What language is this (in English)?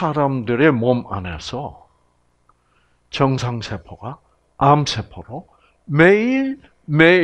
Korean